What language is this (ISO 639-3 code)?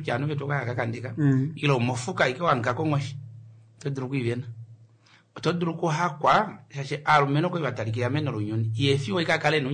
kua